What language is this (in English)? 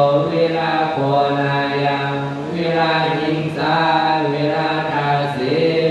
Pali